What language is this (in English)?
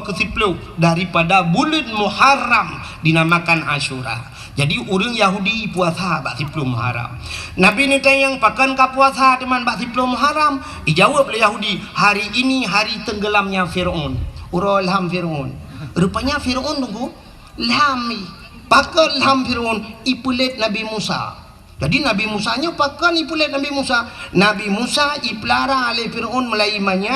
Achinese